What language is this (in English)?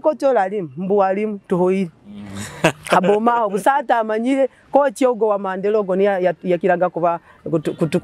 Nyoro